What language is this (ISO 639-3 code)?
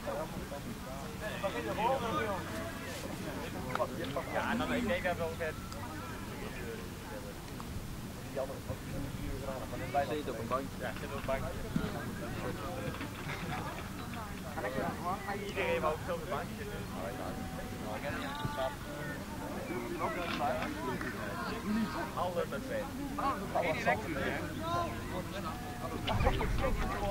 nld